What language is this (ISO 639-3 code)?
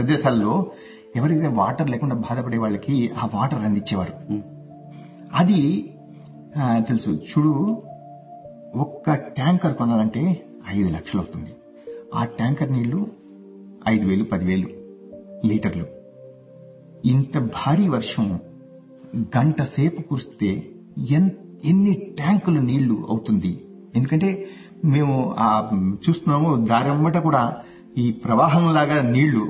tel